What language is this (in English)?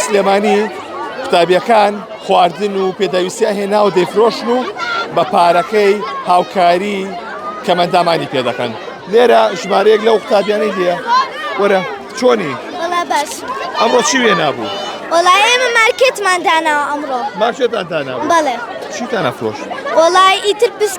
Central Kurdish